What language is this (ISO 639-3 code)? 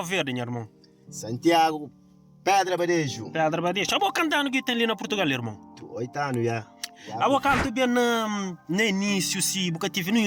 kea